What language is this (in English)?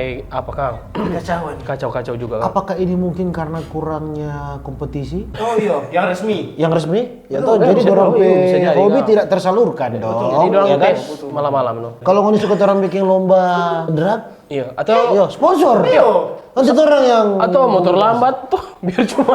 Manado Malay